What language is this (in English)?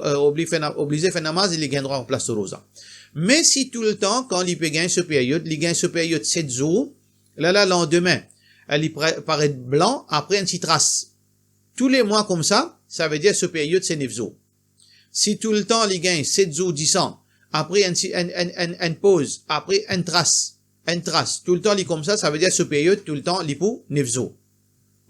Morisyen